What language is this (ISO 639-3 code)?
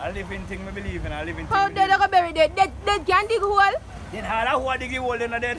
jam